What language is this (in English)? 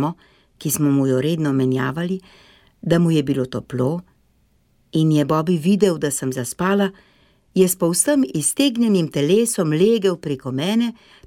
Slovenian